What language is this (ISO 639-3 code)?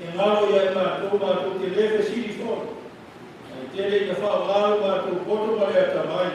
smo